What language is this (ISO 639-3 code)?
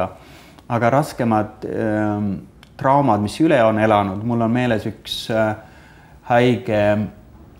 est